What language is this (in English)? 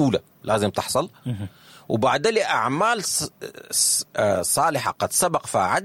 Sudanese Arabic